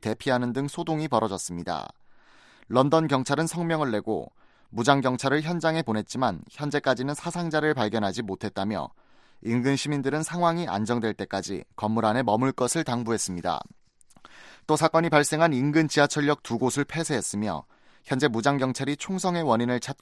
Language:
Korean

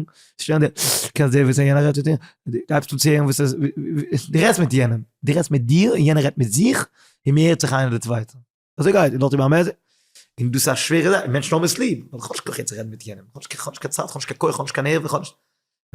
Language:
Yiddish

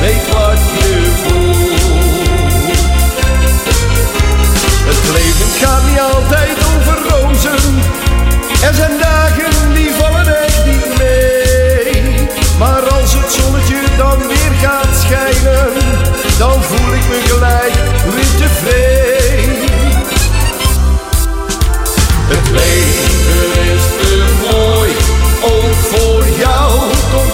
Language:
Dutch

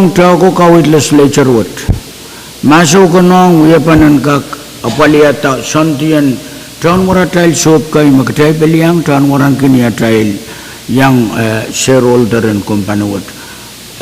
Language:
Pohnpeian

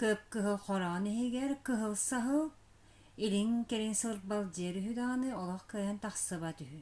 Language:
Yakut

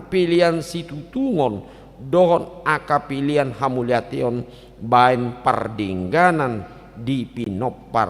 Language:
Batak Toba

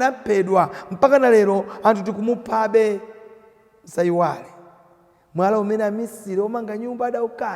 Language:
Nyanja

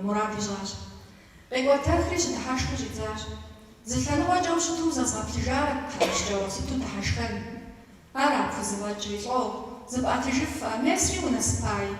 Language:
Kabardian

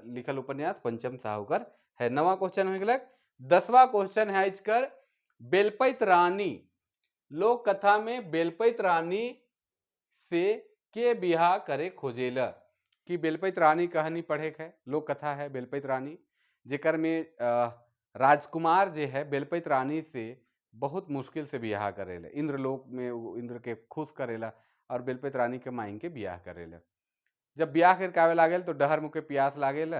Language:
Sadri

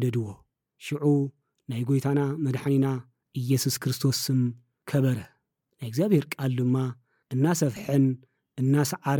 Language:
Tigrinya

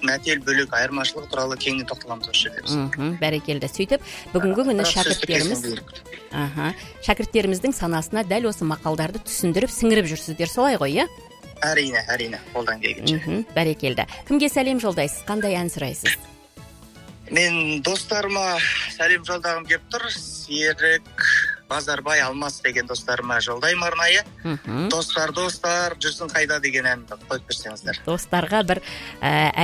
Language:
Kazakh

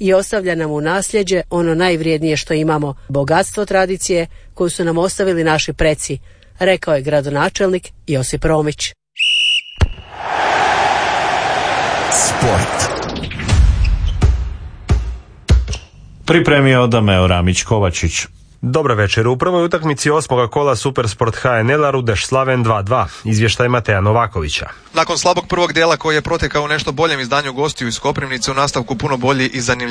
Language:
Croatian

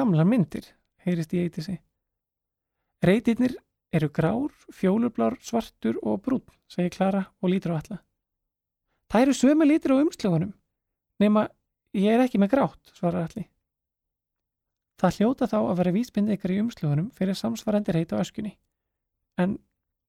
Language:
Icelandic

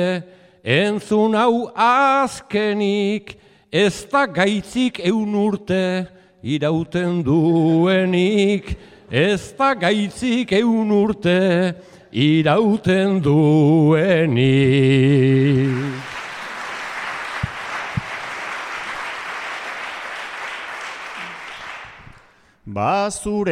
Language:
Basque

